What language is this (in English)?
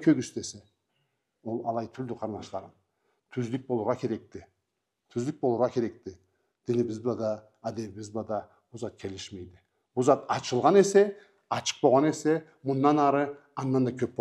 Karachay-Balkar